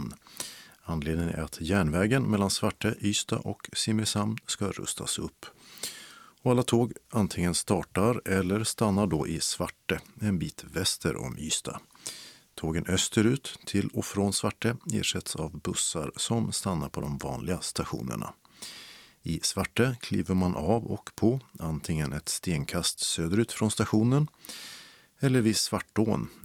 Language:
Swedish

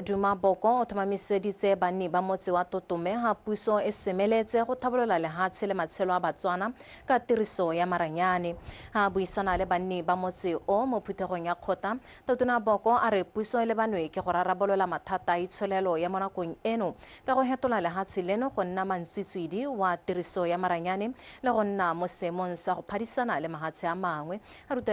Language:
Tswana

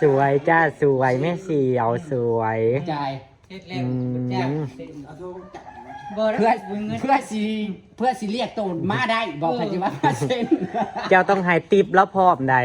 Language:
Northeastern Thai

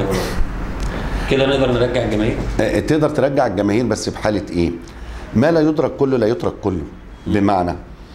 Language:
Egyptian Arabic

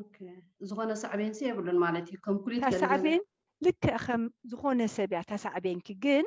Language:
Tigrinya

